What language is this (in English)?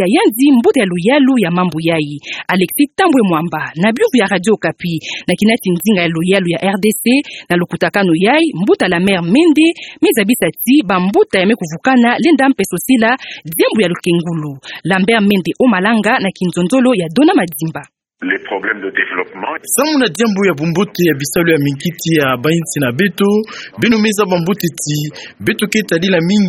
Kituba (Democratic Republic of Congo)